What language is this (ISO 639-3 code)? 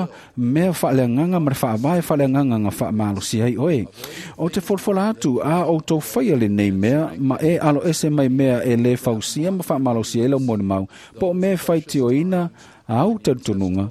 smo